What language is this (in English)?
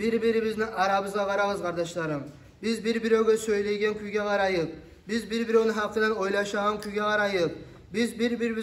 Kumyk